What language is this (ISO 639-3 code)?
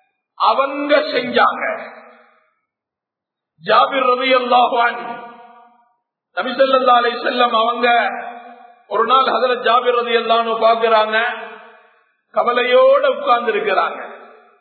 tam